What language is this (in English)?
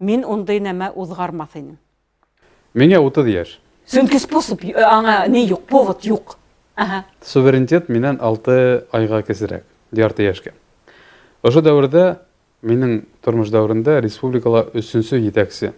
Bashkir